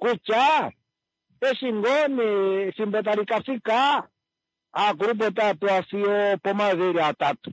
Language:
Kuanyama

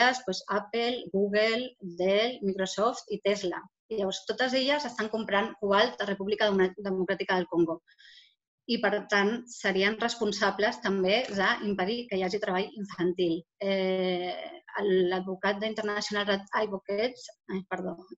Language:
Catalan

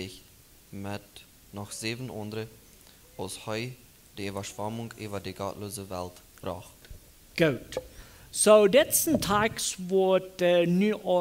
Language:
Plautdietsch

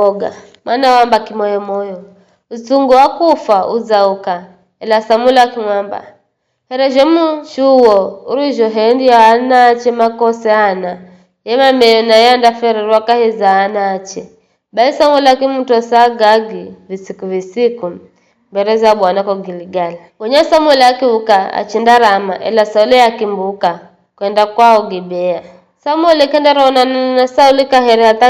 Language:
Giryama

